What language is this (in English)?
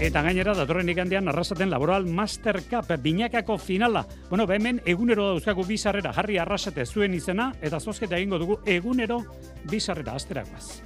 Basque